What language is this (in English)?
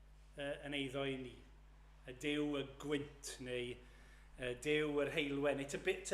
Welsh